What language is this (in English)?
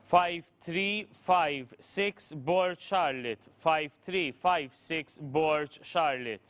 English